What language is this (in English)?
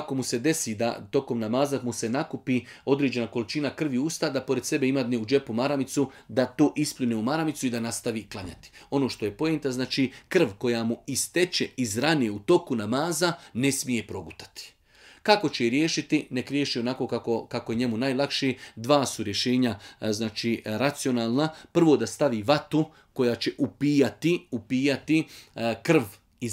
Bosnian